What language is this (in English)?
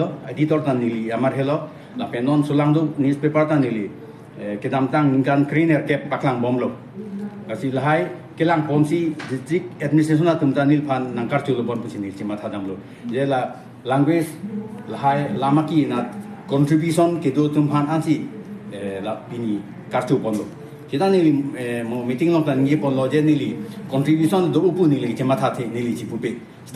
Karbi